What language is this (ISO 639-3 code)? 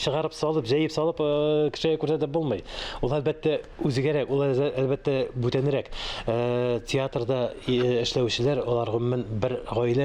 tat